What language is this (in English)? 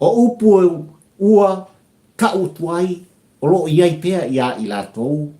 Samoan